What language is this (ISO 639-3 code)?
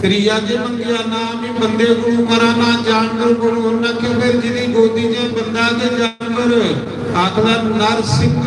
doi